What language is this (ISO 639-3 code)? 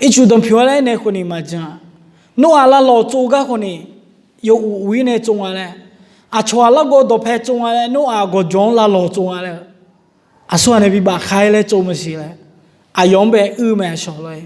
ahk